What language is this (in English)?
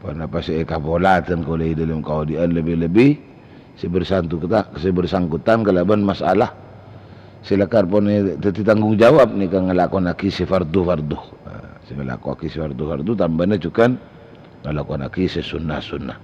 Madurese